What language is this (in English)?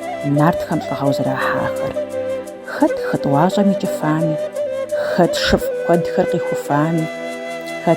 Kabardian